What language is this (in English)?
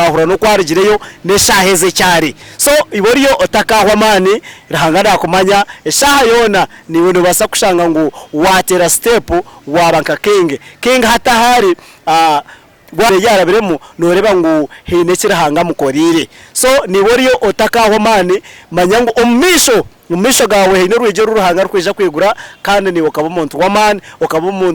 Nyankole